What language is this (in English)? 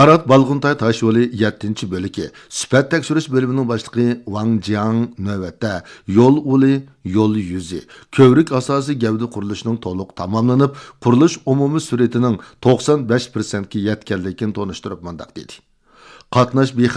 Uyghur